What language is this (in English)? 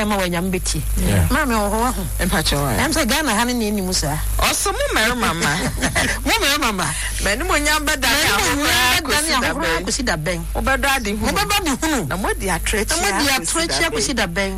Akan